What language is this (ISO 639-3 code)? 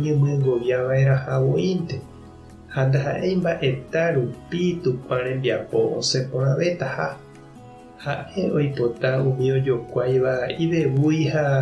grn